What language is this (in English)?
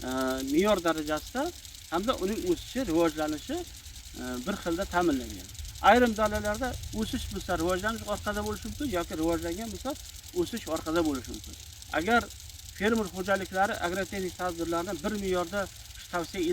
Uzbek